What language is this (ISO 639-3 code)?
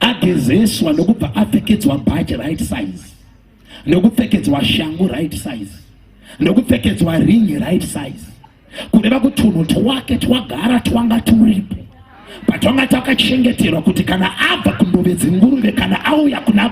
sna